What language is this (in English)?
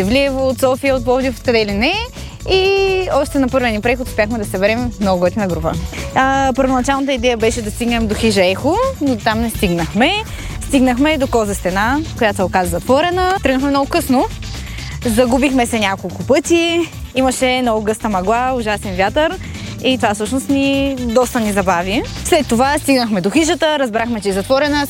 Bulgarian